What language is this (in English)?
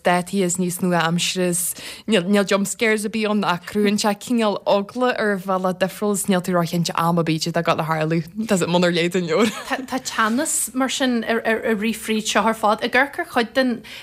Irish